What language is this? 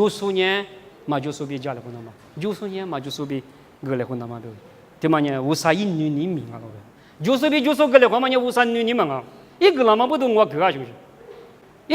Lisu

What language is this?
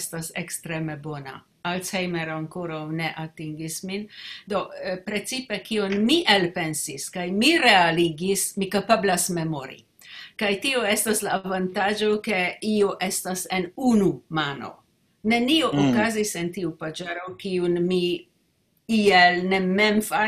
Esperanto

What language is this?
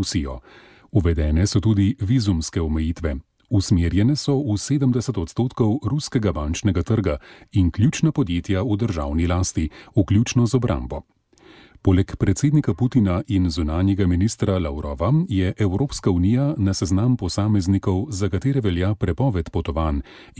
Slovenian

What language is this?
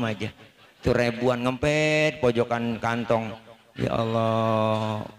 Betawi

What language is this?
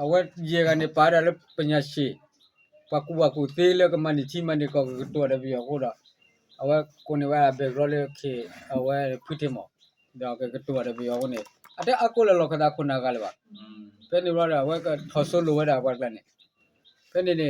S'gaw Karen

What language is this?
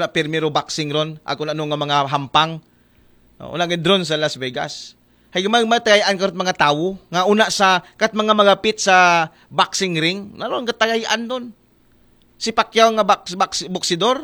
Aklanon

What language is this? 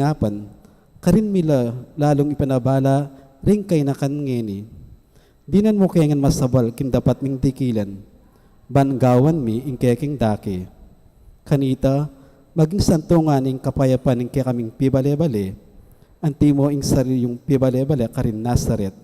Pampanga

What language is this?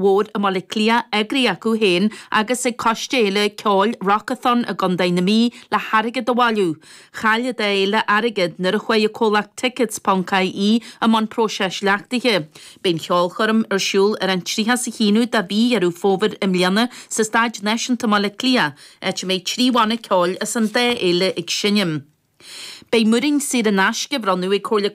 Irish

